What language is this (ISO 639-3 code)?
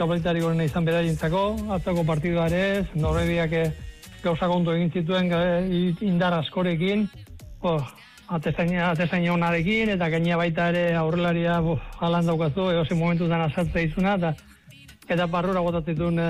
eus